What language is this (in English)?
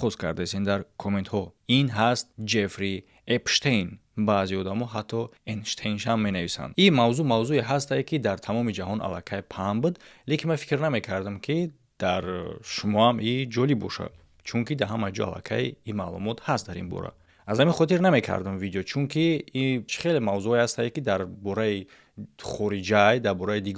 Tajik